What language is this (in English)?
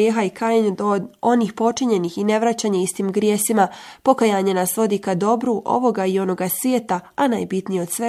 Bosnian